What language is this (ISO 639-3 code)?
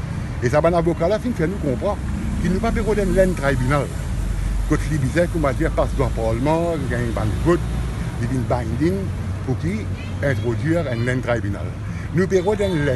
mfe